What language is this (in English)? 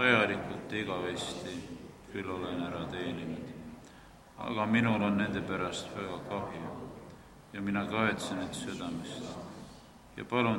Estonian